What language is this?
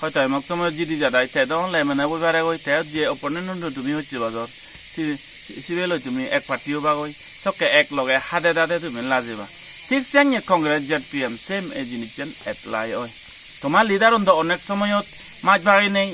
Chakma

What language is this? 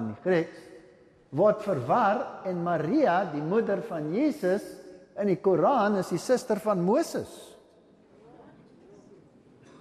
Afrikaans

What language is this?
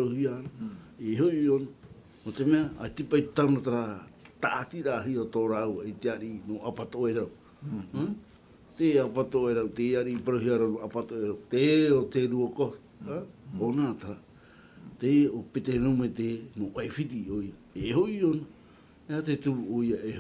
Tahitian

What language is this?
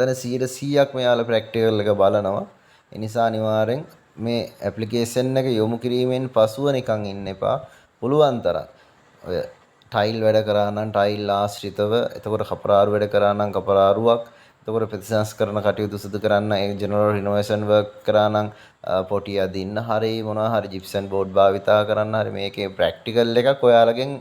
Sinhala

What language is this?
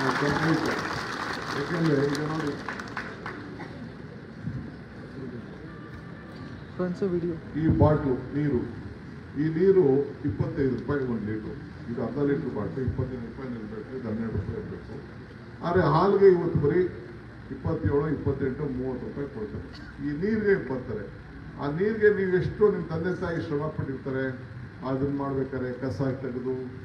Kannada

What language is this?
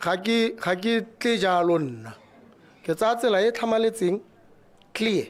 Tswana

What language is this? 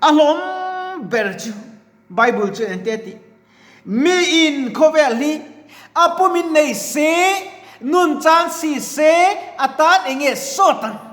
Mizo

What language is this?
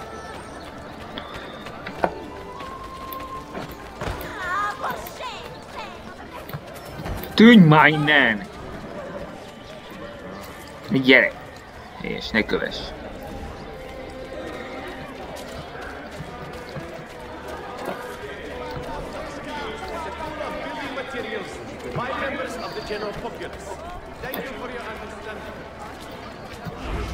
Hungarian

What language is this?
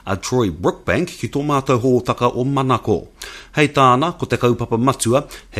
Māori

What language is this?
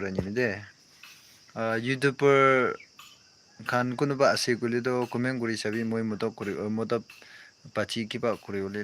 Naga Pidgin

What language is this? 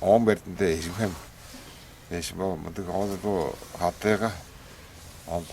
Tuvinian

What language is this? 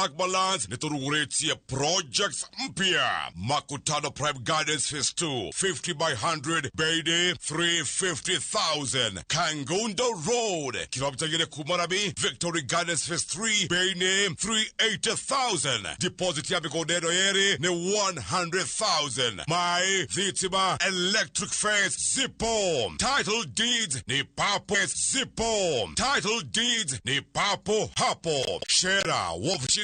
Kikuyu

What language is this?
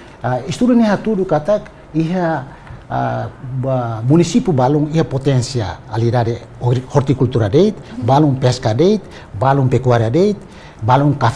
Tetum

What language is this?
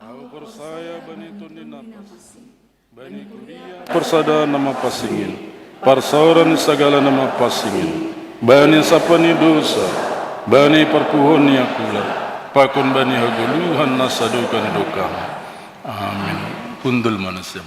Batak Simalungun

